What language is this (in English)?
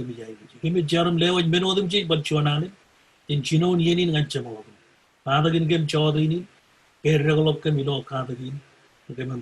Marshallese